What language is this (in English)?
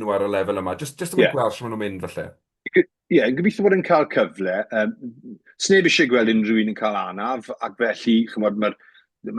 Welsh